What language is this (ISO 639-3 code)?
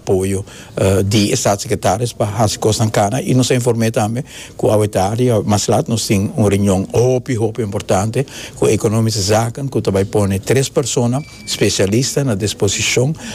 pap